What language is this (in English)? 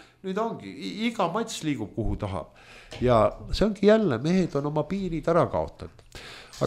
Estonian